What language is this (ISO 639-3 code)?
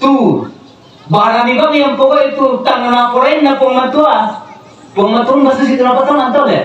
sda